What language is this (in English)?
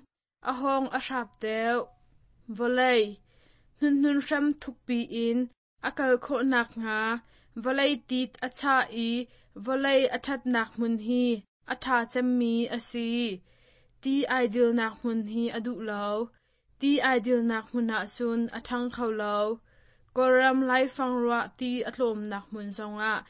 Hakha Chin